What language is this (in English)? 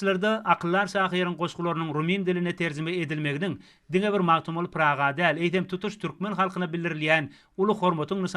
Turkmen